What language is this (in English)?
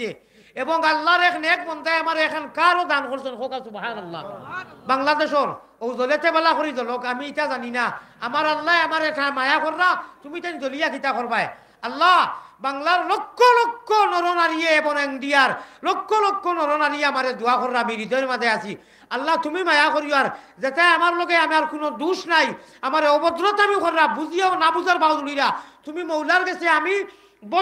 Sylheti